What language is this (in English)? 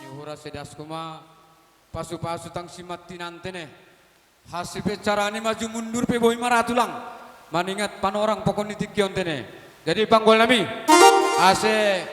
Batak Simalungun